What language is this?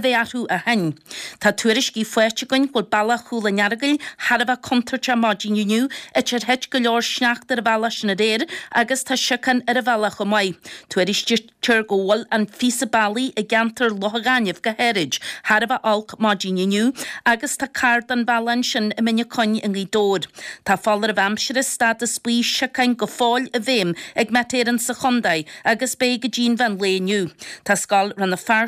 Irish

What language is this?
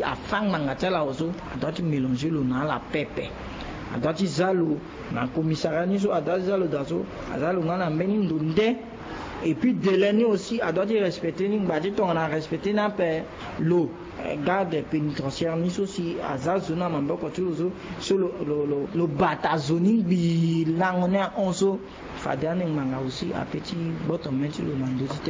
Sango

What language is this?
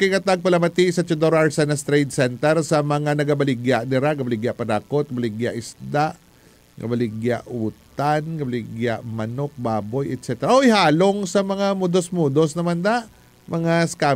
Hiligaynon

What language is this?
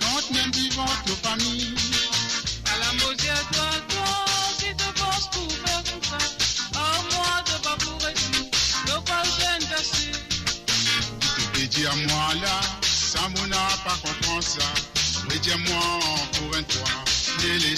Morisyen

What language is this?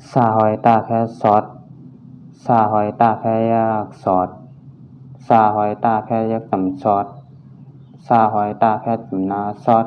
Shan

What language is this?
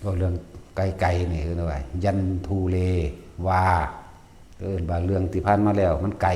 Northeastern Thai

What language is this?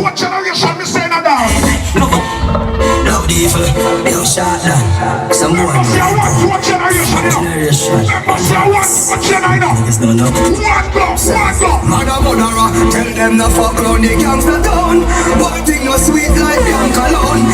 Jamaican Creole English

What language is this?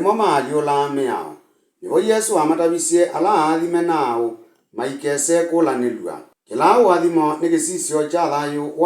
Kamba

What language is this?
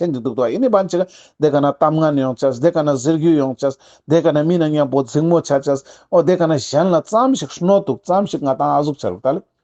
Ladakhi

